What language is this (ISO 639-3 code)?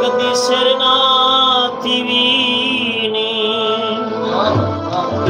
skr